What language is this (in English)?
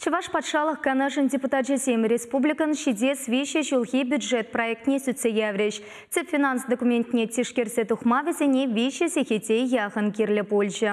Chuvash